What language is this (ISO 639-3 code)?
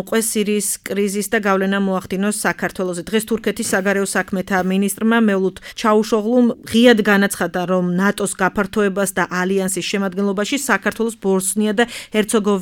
kat